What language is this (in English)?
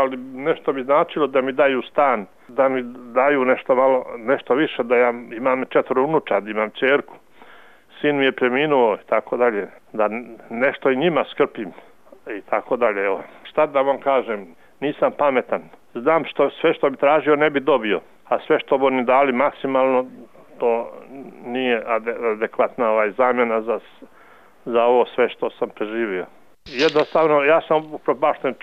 Serbian